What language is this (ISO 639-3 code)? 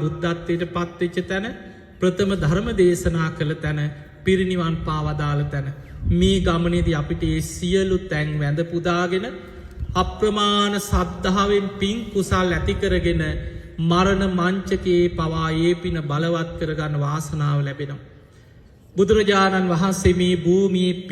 sin